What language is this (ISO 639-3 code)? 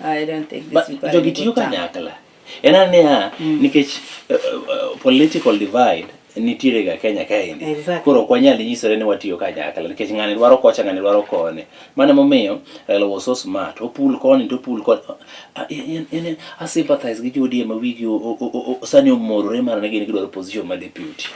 luo